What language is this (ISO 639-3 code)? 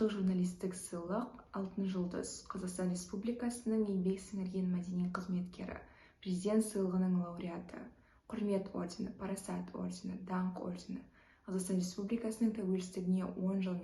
kaz